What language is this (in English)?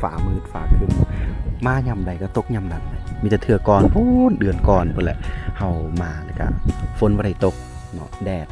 Lao